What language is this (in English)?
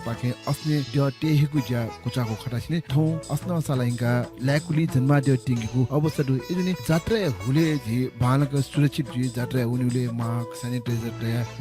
Newari